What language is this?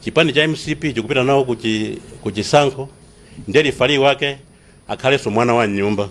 Nyanja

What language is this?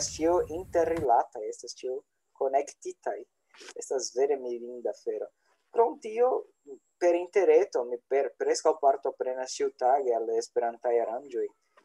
Esperanto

